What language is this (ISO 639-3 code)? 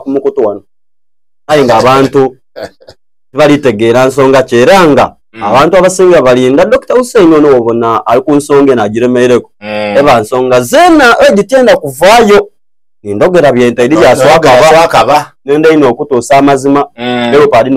xog